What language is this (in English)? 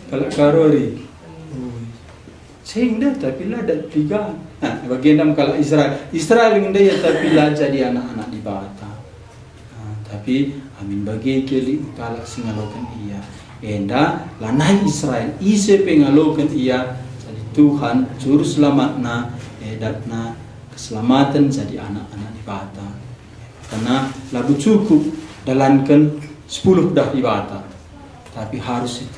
Batak Karo